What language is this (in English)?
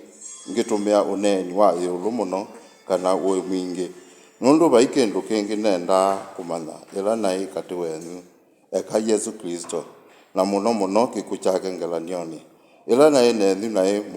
Kamba